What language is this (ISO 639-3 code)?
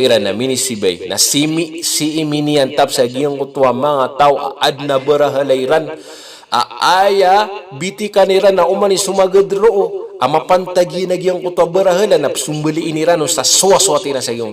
mrw